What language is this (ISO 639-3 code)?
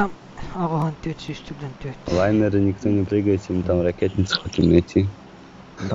sah